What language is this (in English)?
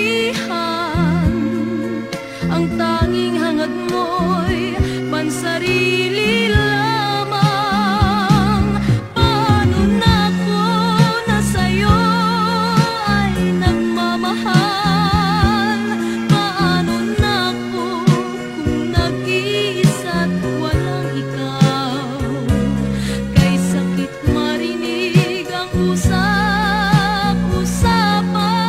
Filipino